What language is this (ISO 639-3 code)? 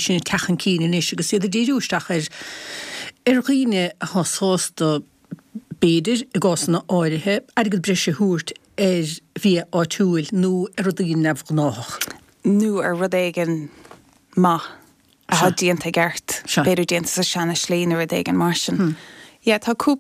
gle